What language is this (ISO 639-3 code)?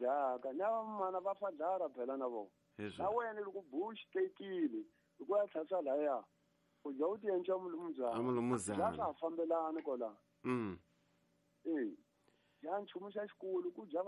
tso